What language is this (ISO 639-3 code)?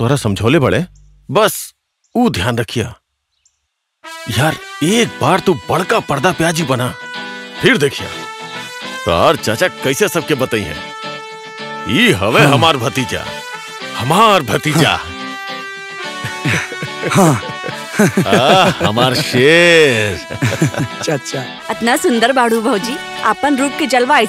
bho